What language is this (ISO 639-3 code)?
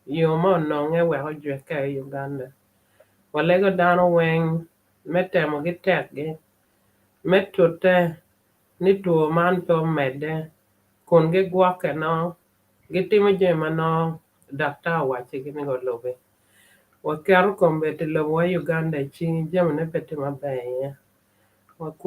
ach